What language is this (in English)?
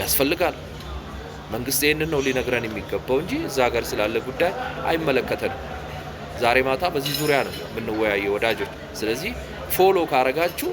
Amharic